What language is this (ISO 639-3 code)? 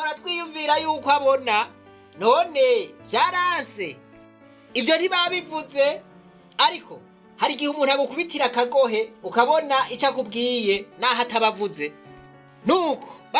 run